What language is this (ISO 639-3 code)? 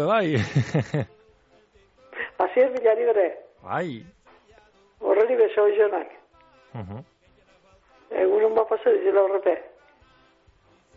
eus